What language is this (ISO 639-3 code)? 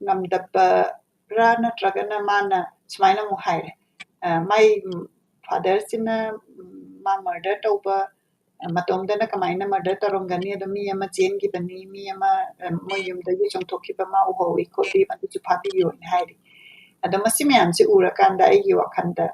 mni